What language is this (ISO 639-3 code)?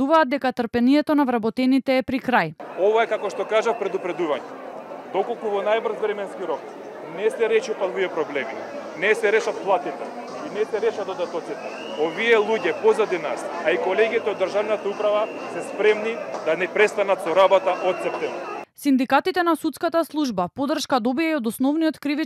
mkd